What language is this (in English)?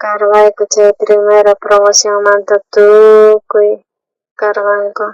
South Bolivian Quechua